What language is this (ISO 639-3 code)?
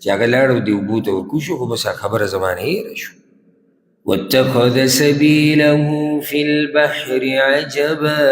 pus